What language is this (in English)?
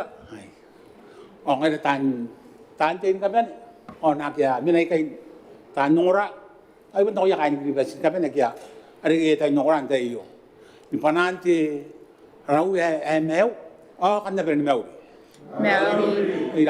Gilbertese